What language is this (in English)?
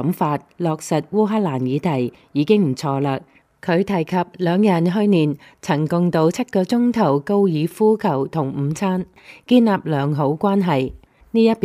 Cantonese